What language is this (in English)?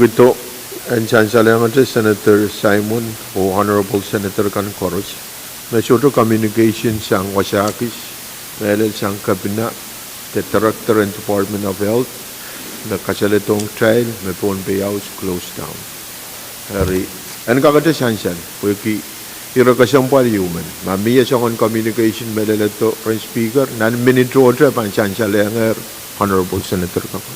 Pohnpeian